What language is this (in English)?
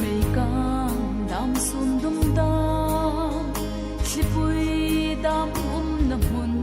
Hmar